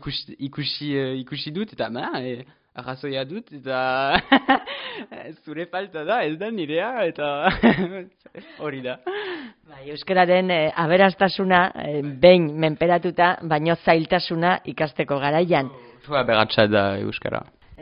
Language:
Basque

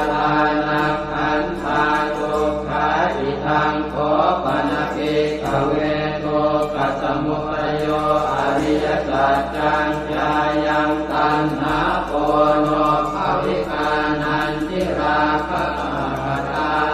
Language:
Pali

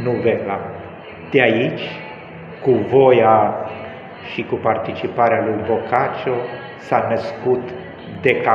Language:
Romanian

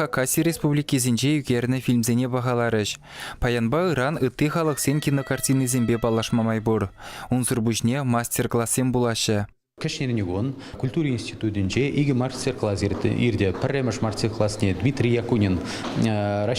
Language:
Chuvash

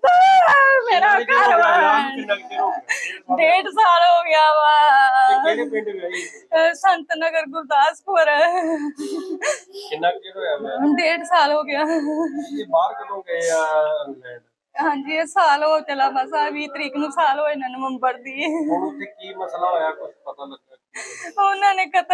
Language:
Punjabi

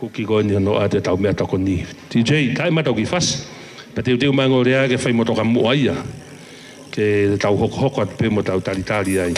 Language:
Tongan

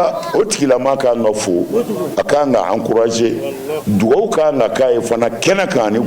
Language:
Bambara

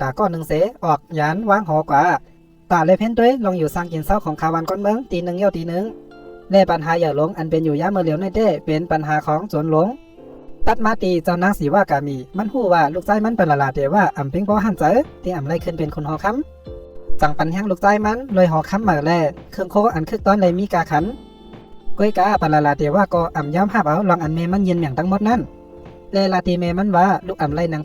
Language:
Shan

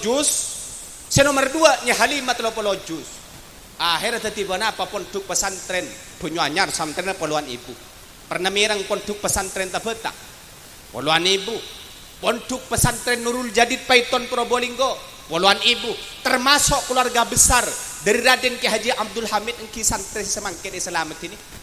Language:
Madurese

